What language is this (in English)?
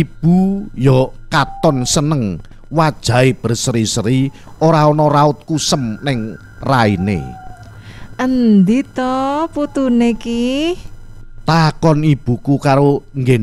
Javanese